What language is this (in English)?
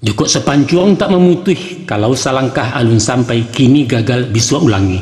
Minangkabau